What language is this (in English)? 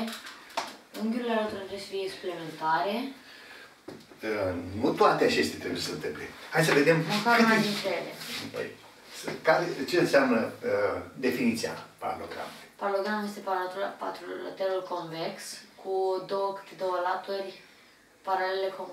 Romanian